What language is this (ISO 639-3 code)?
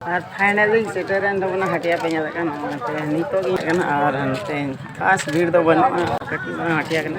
sat